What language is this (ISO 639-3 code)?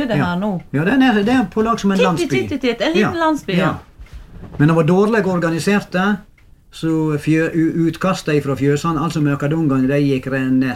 nor